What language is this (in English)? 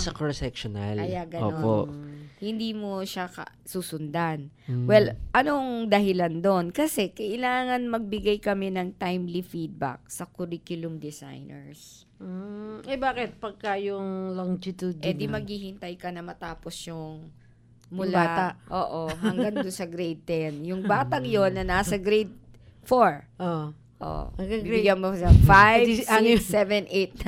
Filipino